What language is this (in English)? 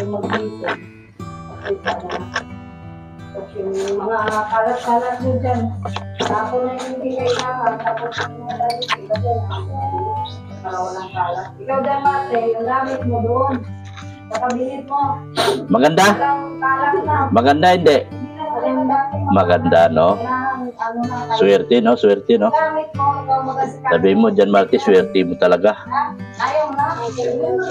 Filipino